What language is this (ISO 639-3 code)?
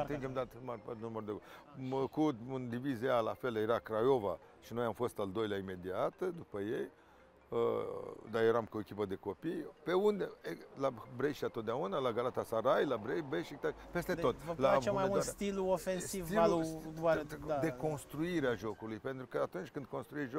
ron